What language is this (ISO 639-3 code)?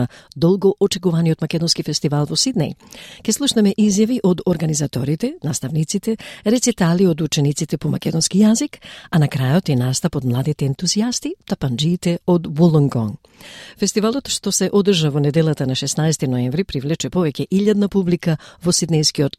mkd